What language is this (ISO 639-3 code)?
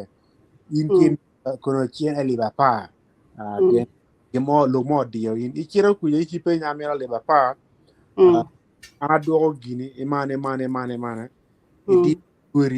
ach